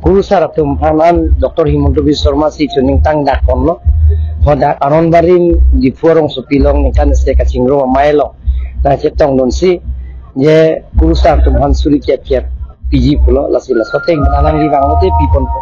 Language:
Karbi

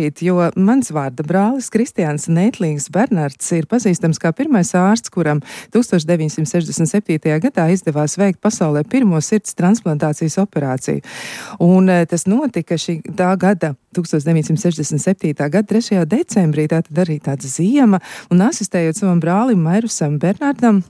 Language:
Latvian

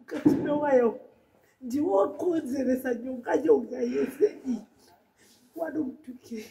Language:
Shona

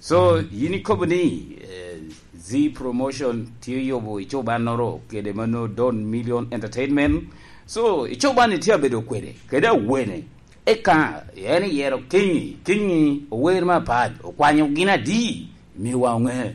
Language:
Lango (Uganda)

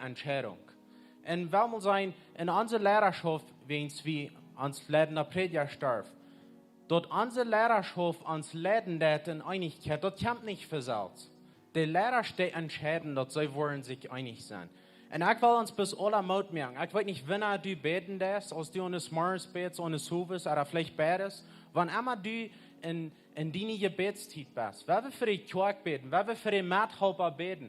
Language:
Plautdietsch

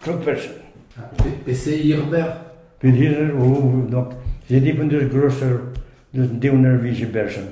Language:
Breton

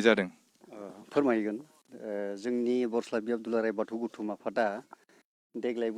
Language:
Bodo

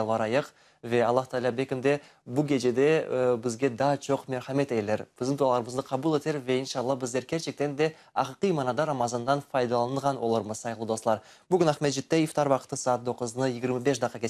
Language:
Crimean Tatar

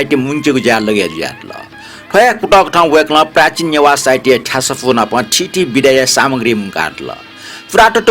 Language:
Newari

